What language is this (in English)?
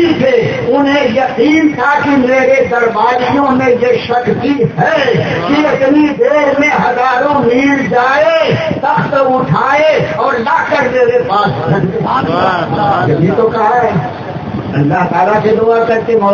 Urdu